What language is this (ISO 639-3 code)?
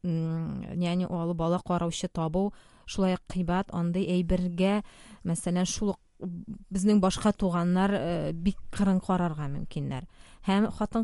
tat